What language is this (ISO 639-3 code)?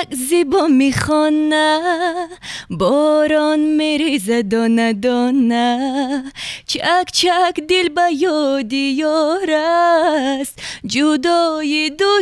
tgk